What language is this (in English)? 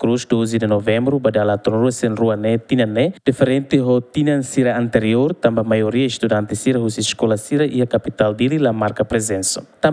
Tetum